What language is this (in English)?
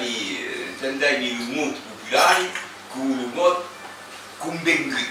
Occitan